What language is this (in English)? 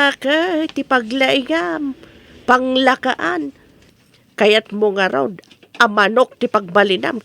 Iloko